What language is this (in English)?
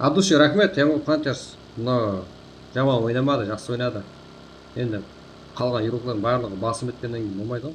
Kara-Kalpak